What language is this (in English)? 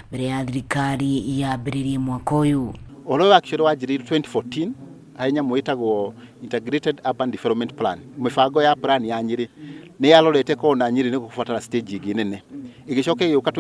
Kikuyu